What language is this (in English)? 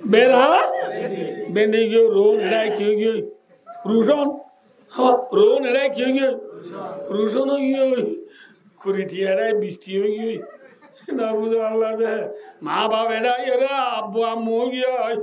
Rohingya